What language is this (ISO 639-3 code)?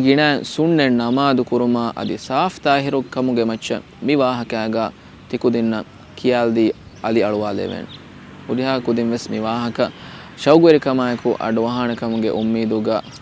div